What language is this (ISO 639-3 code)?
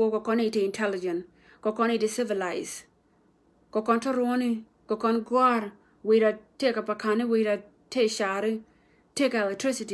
nus